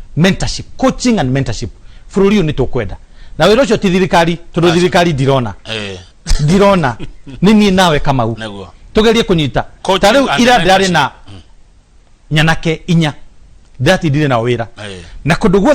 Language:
Kikuyu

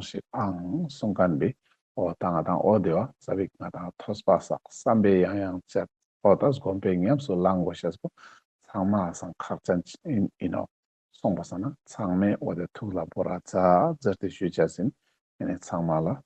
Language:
Ladakhi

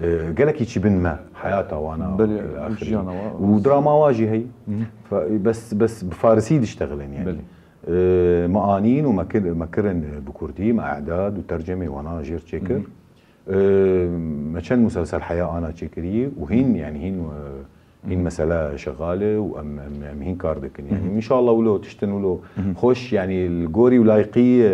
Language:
Kurdish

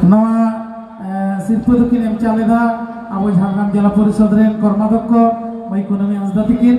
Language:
Santali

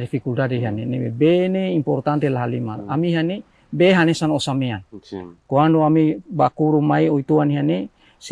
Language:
Tetum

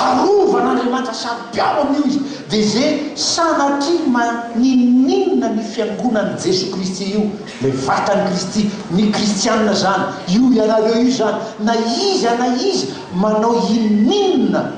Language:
Malagasy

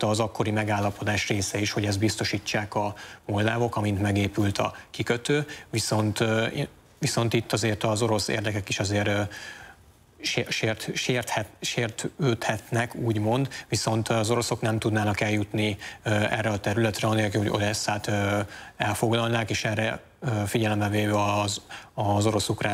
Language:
Hungarian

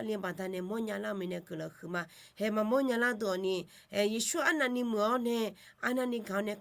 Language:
Akha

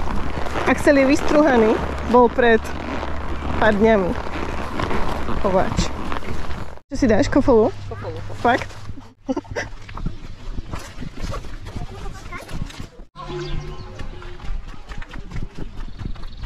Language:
Slovak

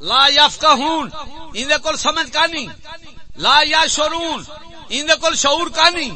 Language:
Saraiki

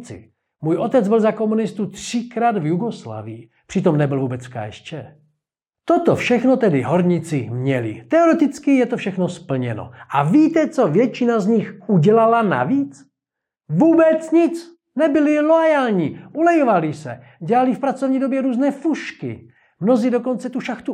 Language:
Czech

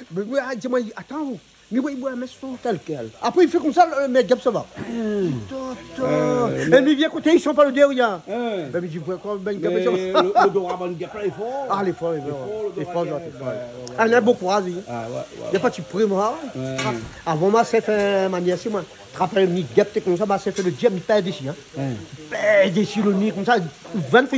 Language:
Réunion Creole French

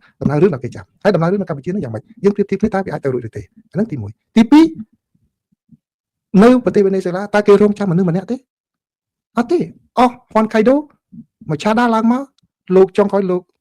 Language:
Khmer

